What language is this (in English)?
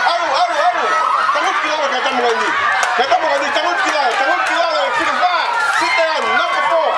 Tongan